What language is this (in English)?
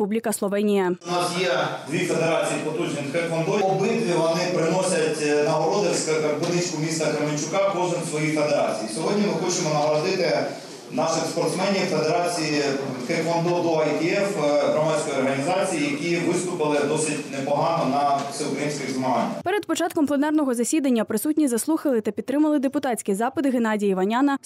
Ukrainian